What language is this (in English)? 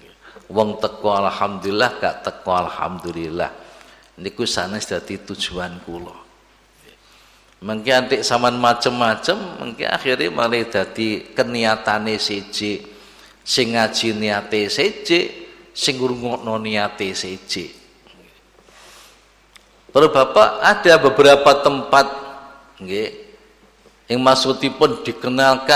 Javanese